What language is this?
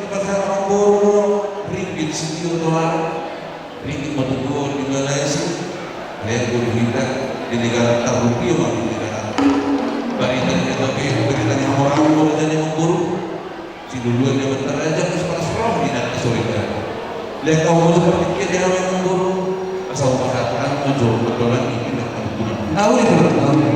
Batak Toba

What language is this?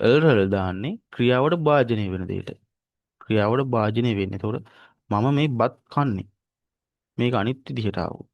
Sinhala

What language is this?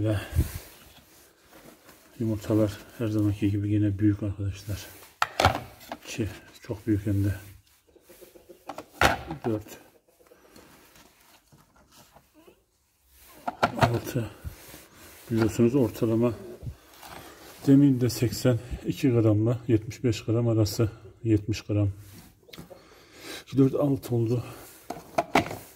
Turkish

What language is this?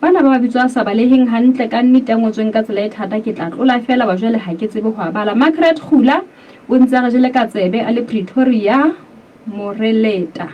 Southern Sotho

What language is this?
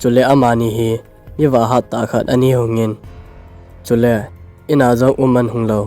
Thado Chin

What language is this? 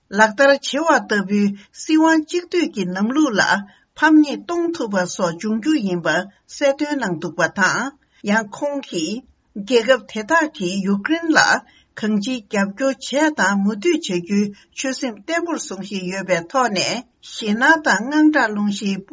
Tibetan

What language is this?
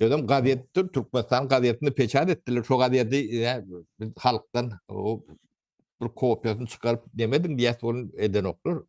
Turkmen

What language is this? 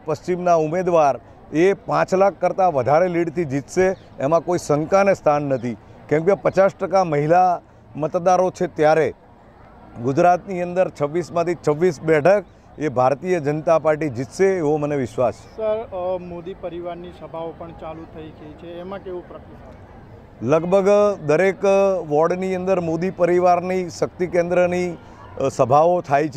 Gujarati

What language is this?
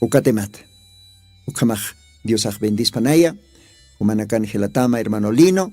Aymara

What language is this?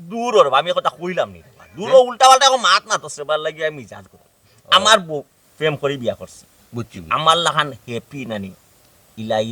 Sylheti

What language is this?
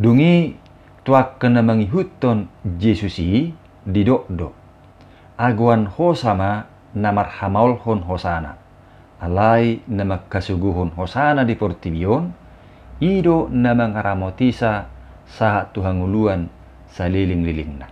Batak Toba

